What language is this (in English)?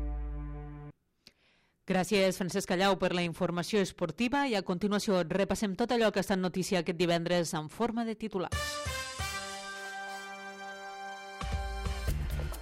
Catalan